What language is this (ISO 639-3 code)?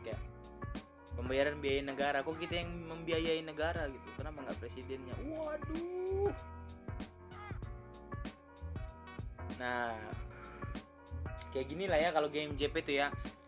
ind